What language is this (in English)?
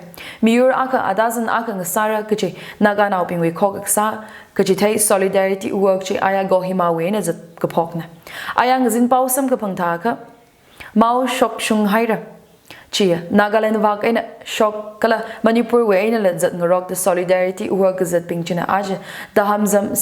Tangkhul Naga (India)